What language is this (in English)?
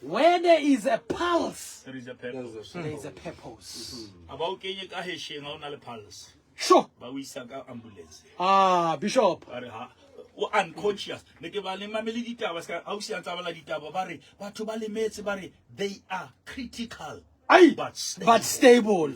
Southern Sotho